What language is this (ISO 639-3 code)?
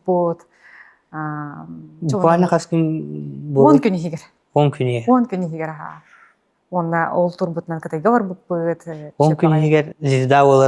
sah